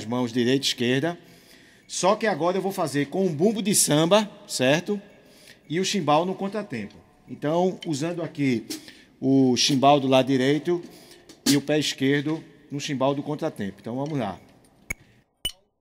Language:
Portuguese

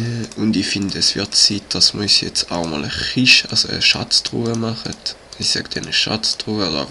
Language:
Swiss German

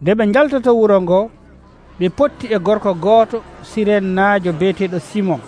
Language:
Nigerian Fulfulde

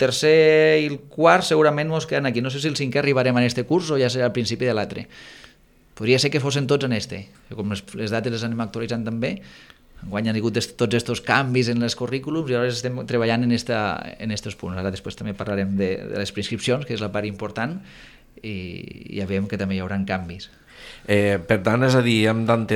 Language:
Catalan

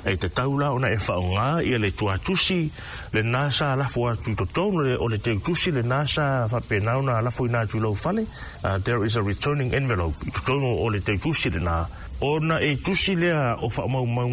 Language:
Samoan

